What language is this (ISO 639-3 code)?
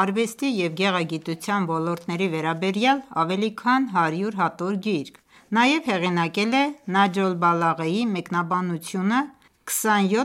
hye